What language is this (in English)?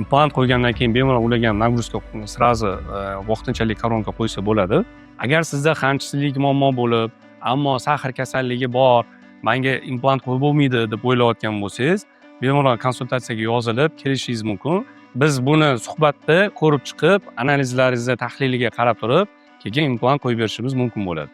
Uzbek